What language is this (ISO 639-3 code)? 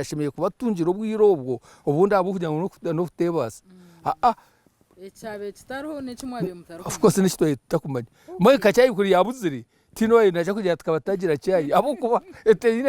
nyn